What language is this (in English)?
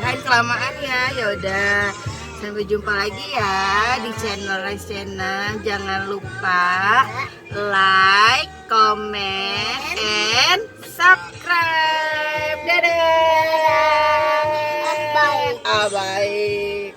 Betawi